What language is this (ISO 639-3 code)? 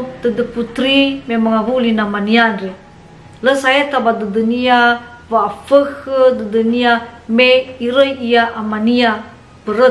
nia